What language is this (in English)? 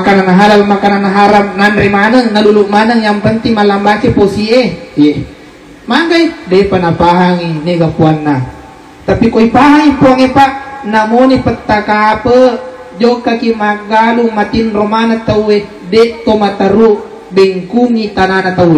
Buginese